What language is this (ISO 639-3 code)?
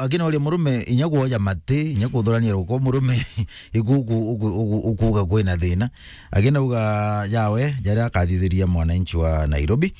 mer